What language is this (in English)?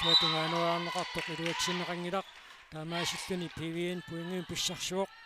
Kalaallisut